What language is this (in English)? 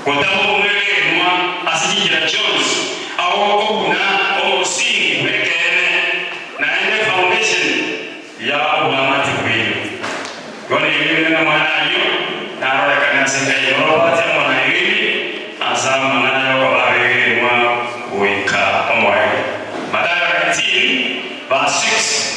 Gusii